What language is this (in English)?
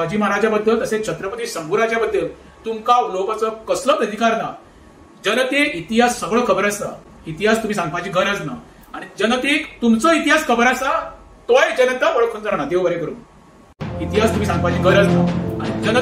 Konkani